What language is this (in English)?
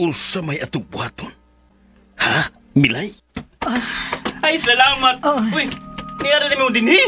Cebuano